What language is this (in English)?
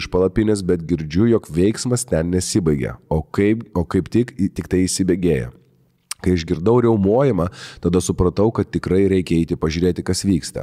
Lithuanian